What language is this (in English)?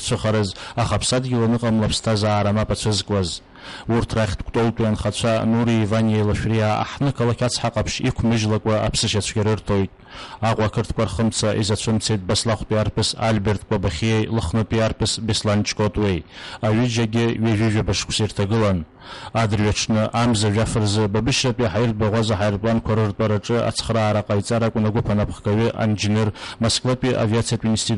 Abkhazian